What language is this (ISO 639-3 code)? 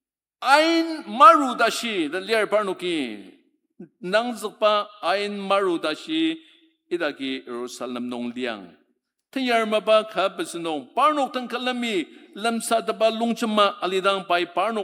njo